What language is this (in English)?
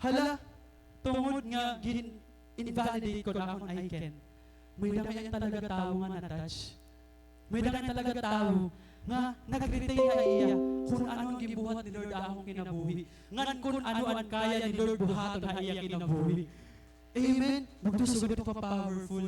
Waray